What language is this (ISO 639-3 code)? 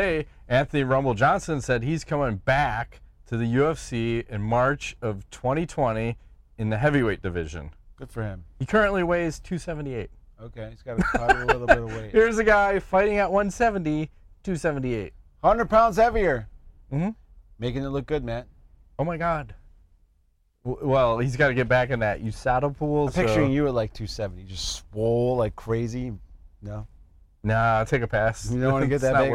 eng